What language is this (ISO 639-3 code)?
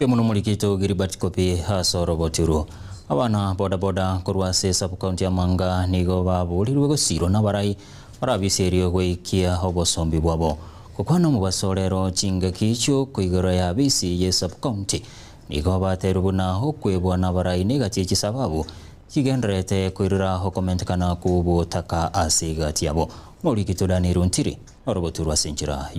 guz